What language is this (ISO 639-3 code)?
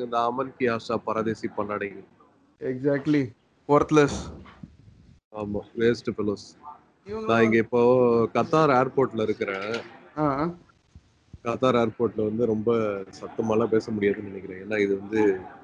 tam